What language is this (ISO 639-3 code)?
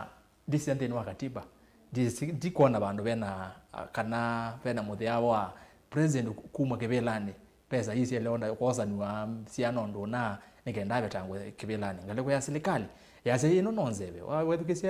kam